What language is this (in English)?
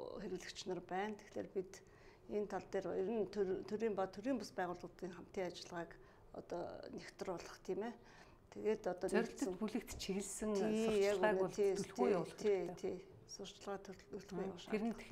Mongolian